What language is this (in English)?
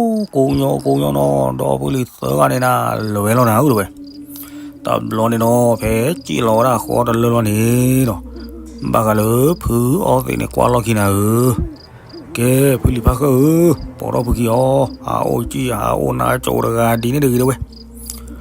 S'gaw Karen